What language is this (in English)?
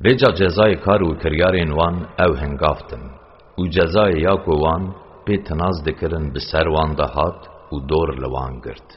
Kurdish